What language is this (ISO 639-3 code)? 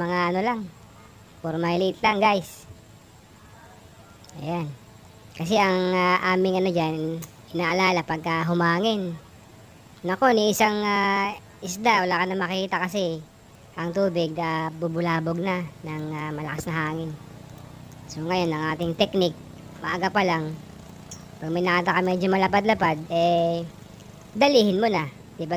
fil